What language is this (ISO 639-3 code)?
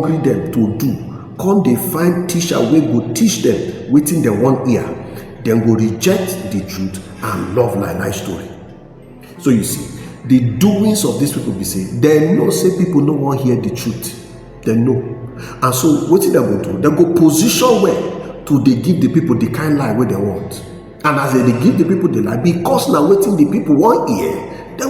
pcm